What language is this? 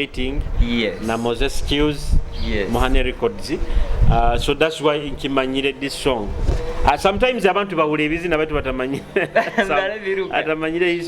Nyoro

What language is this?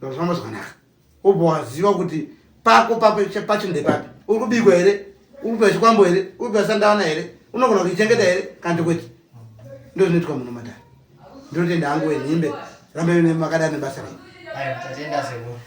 Shona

